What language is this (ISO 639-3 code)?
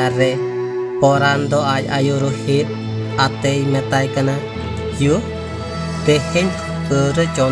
sat